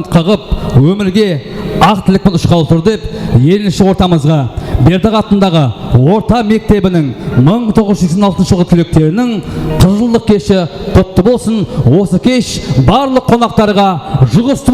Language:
Kara-Kalpak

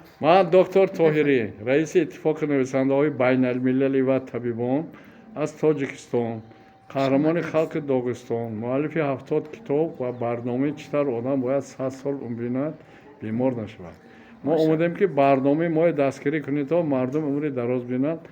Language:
Tajik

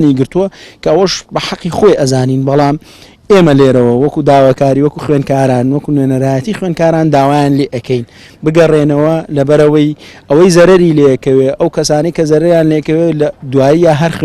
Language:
Central Kurdish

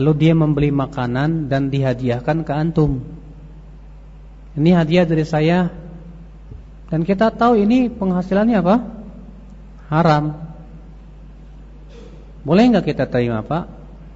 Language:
Indonesian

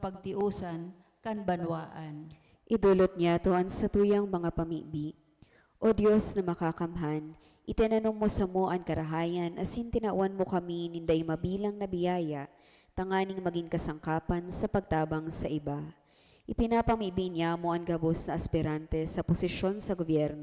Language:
Bikol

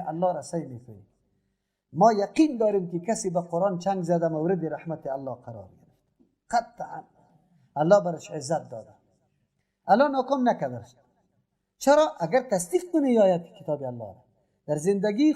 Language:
Persian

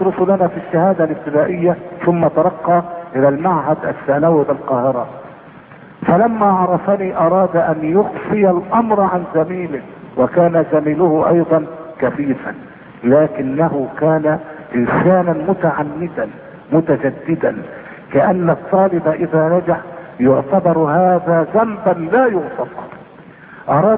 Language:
Arabic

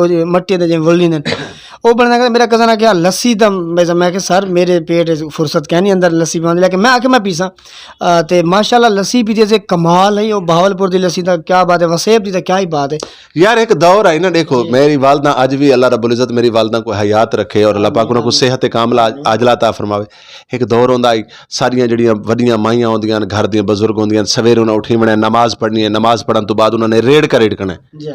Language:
Saraiki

